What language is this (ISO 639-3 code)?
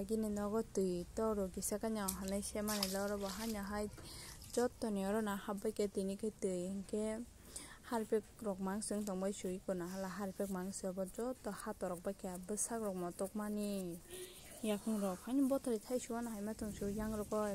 trp